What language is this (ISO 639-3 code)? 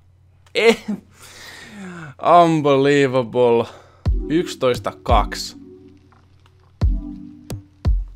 fin